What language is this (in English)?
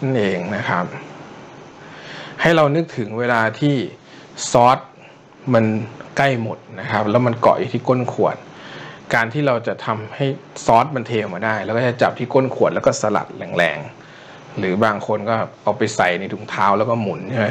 Thai